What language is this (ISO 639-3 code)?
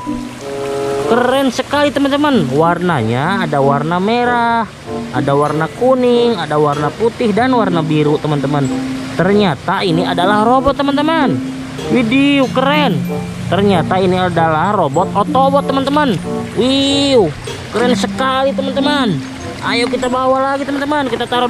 ind